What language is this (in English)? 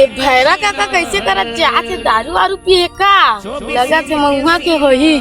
Chhattisgarhi